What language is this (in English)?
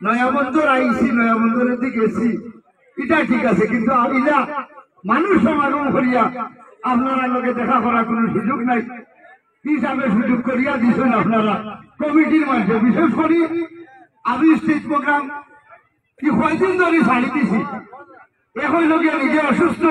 Sylheti